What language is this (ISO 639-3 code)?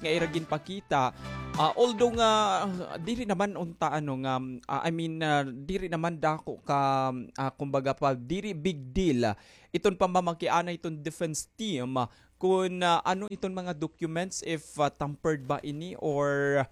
war